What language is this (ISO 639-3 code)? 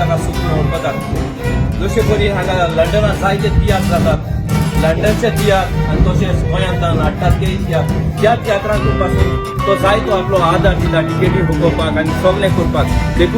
kok